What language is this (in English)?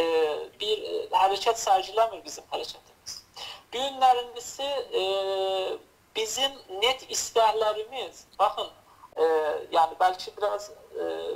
South Azerbaijani